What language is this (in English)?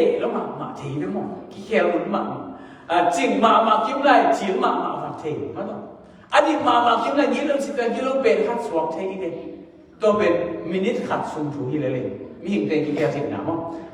Tedim Chin